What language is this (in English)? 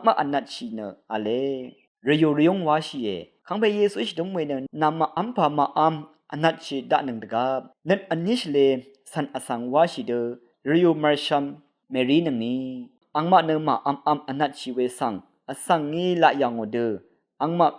Rawang